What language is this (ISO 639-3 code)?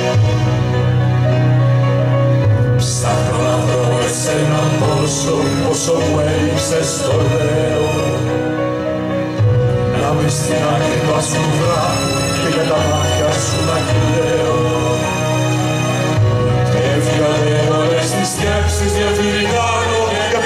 ell